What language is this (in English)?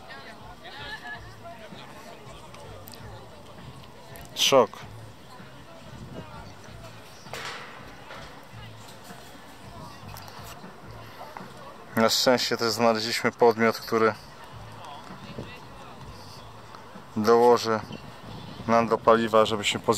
Polish